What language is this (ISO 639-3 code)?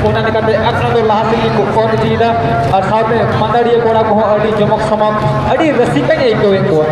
sat